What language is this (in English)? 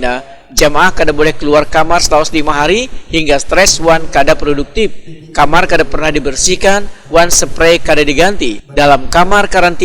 Banjar